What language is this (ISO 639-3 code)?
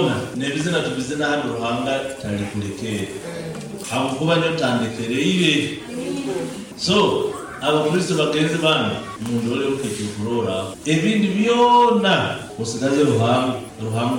nyo